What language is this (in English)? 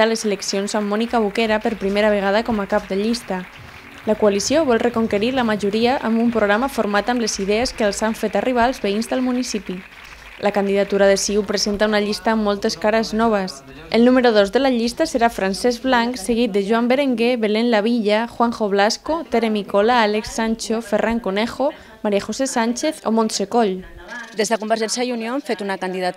Catalan